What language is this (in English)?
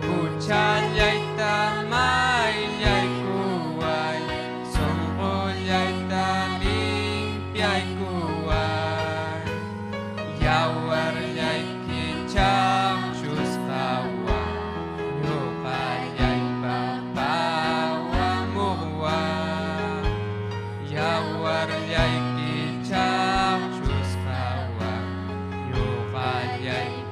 Ayacucho Quechua